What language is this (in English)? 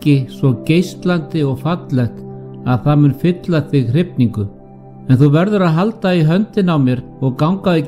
Icelandic